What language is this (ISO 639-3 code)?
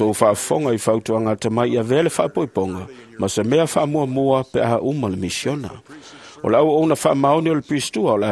smo